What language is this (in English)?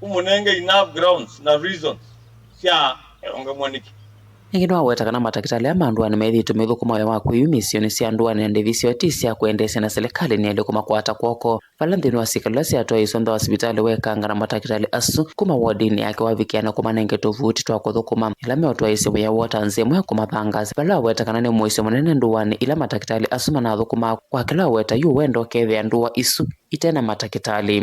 Kamba